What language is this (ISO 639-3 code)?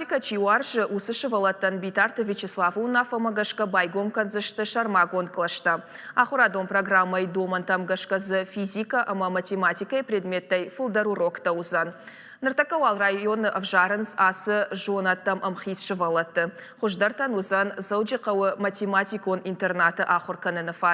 oss